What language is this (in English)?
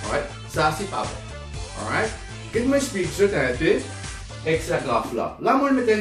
Morisyen